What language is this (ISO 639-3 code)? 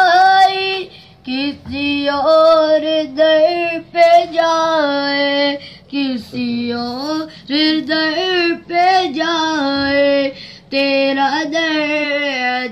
hin